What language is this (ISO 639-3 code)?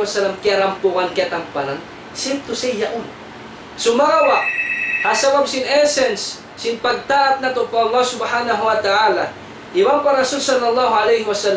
tsg